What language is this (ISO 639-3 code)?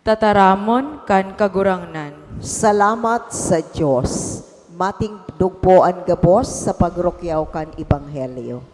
bik